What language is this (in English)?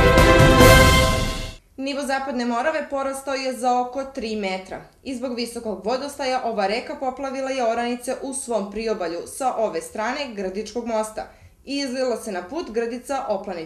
Serbian